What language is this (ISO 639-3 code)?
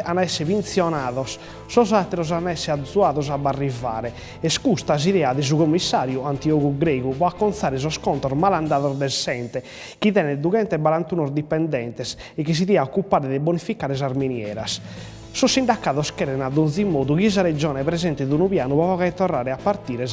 srd